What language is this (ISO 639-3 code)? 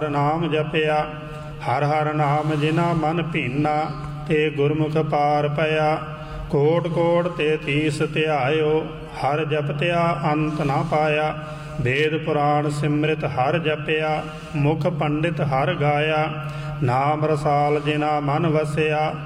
pan